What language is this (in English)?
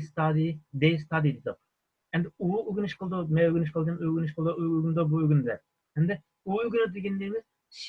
Uyghur